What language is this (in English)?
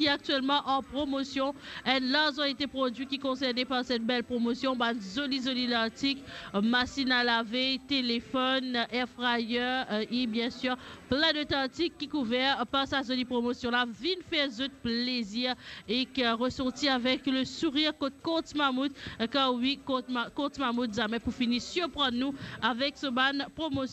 Morisyen